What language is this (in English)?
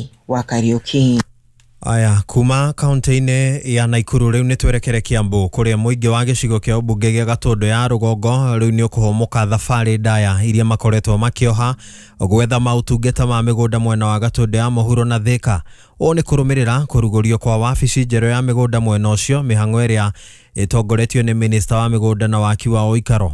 Kikuyu